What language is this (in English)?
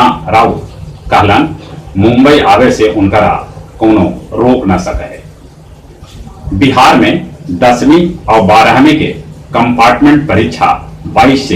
Magahi